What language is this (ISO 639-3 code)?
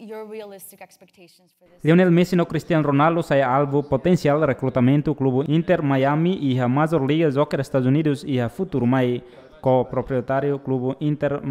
tet